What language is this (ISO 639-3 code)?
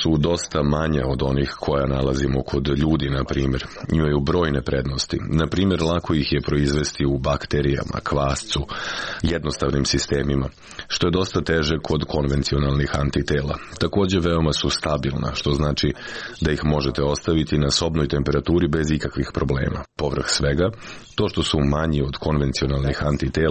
srp